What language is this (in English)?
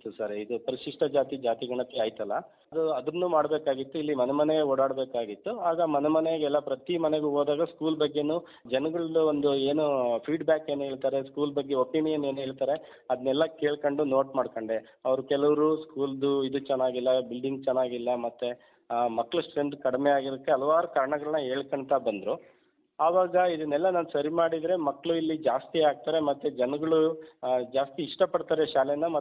Kannada